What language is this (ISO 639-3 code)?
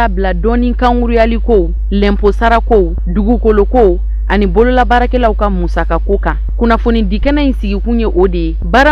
bam